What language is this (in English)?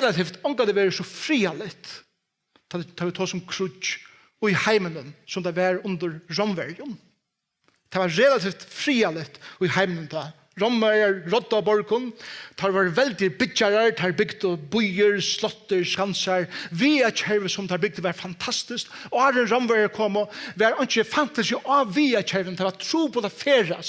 Faroese